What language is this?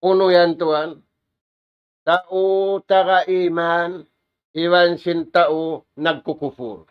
Tausug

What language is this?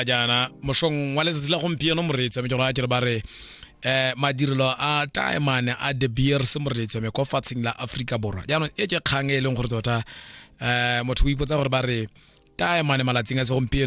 Tswana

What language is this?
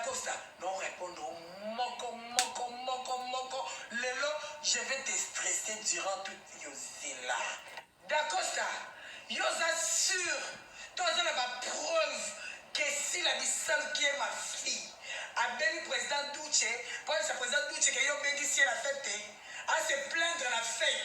Lingala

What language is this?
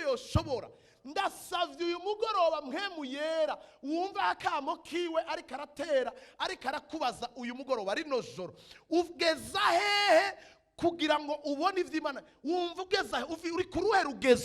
Rundi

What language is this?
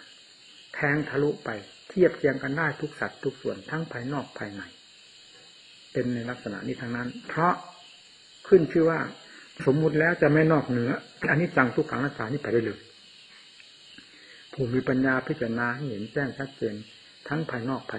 Thai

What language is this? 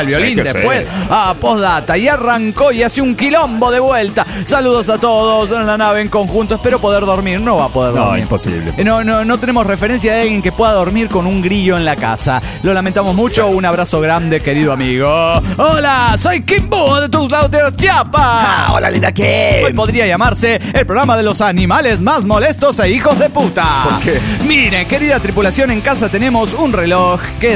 Spanish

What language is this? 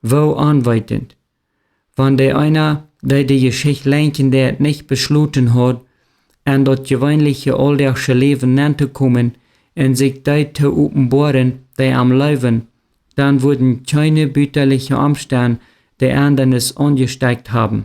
Plautdietsch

